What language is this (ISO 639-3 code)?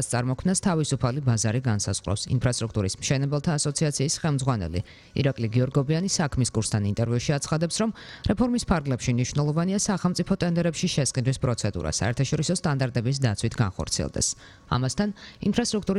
kat